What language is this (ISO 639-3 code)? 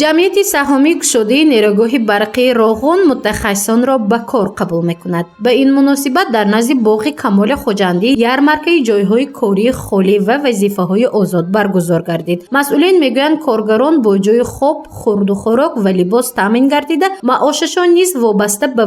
tgk